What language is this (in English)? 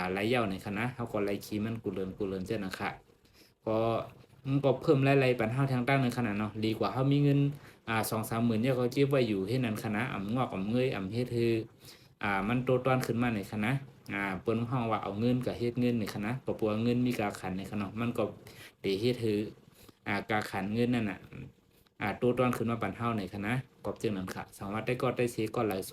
Shan